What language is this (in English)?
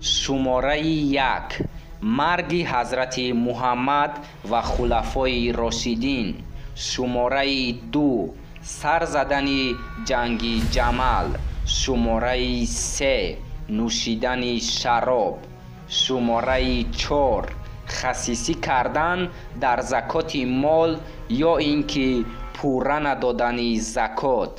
Tajik